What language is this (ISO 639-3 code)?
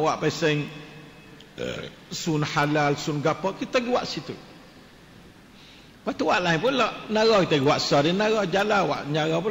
msa